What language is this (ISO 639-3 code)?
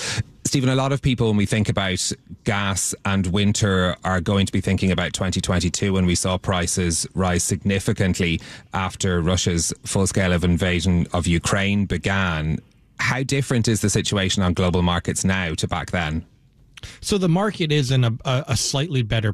eng